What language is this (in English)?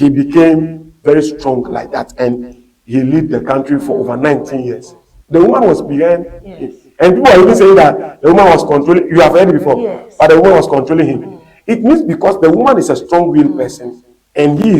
Ewe